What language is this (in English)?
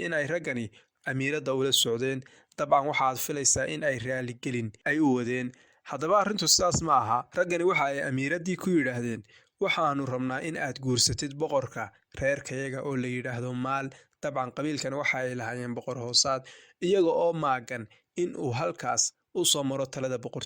Somali